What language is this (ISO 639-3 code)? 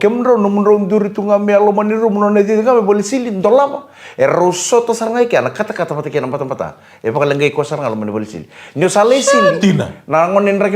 fij